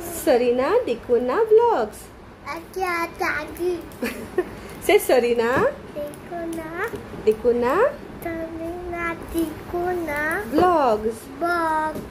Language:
Konkani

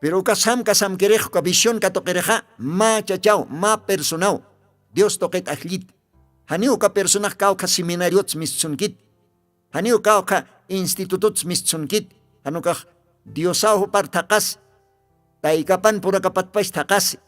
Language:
Aymara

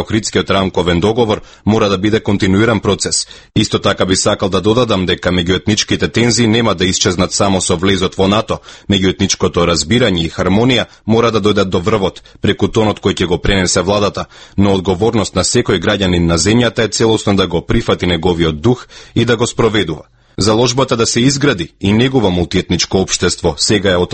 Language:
Macedonian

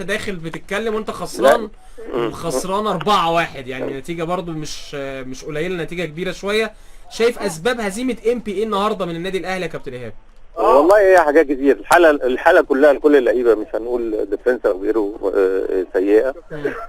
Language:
Egyptian Arabic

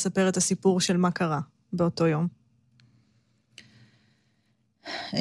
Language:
Hebrew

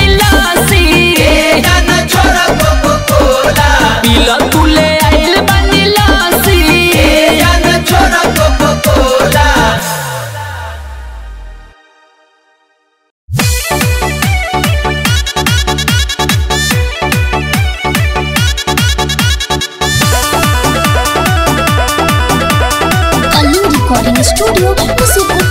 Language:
Bhojpuri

